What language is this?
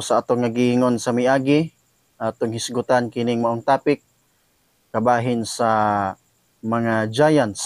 Cebuano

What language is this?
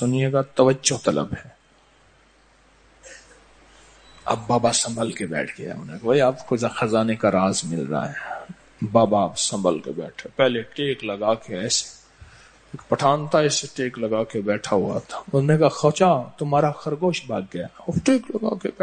Urdu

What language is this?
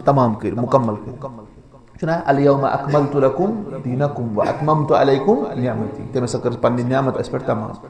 Kashmiri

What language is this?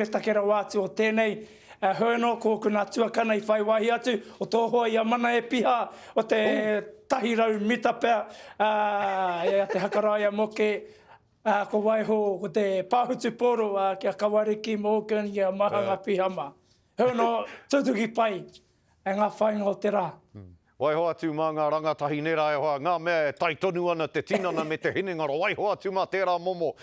Māori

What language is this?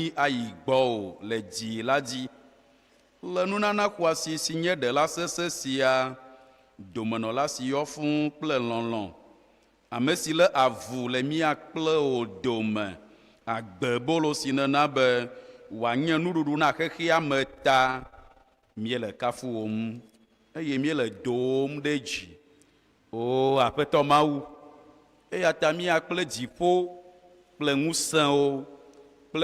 Ewe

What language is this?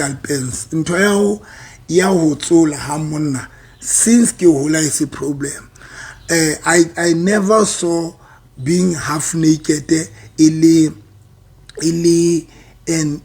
Southern Sotho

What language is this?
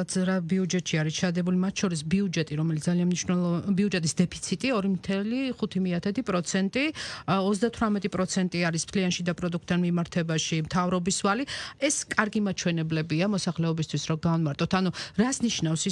Georgian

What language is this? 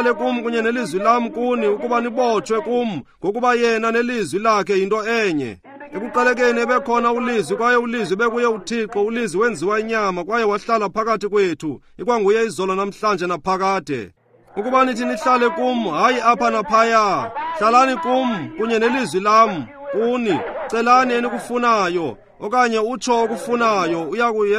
Xhosa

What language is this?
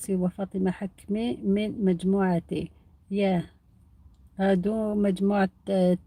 Algerian Arabic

